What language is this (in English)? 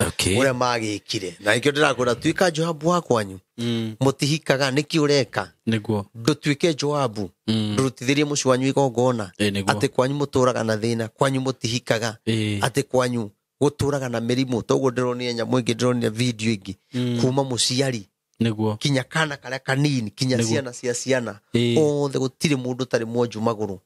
Kikuyu